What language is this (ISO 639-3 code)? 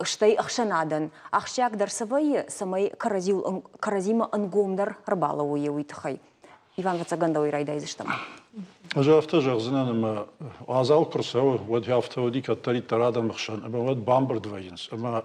oss